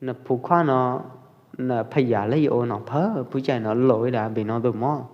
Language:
Pwo Eastern Karen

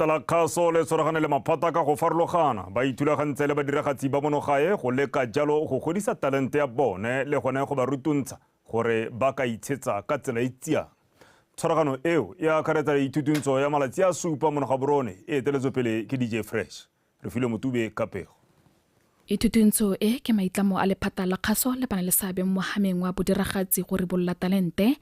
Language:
Tswana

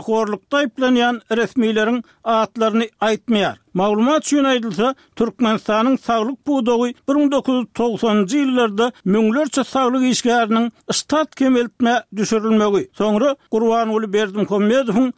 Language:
Turkmen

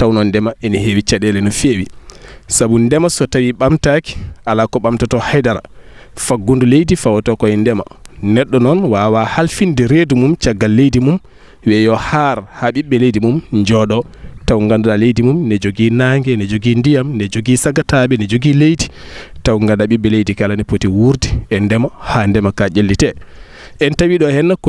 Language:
Fula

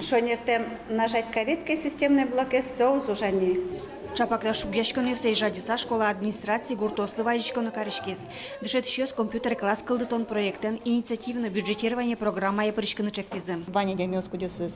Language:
Udmurt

